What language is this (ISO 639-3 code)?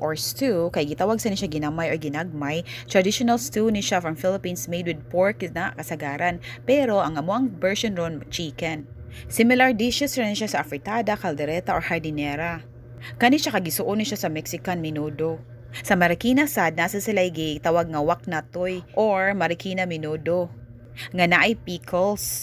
ceb